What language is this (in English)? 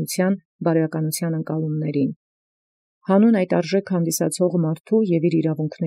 Armenian